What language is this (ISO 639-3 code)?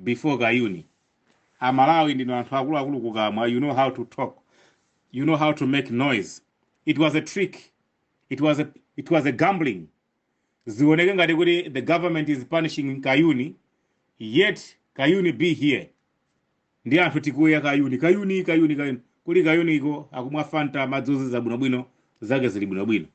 nya